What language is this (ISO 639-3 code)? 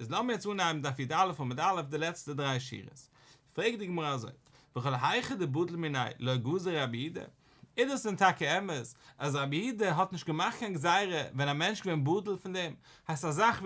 yid